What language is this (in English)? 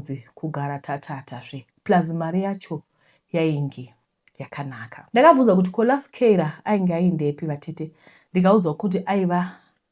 Shona